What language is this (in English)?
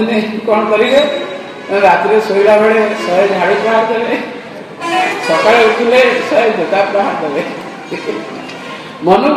Odia